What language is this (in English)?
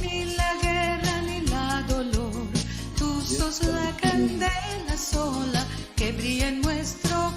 Ladino